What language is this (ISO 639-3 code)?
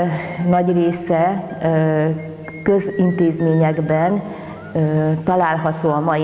hun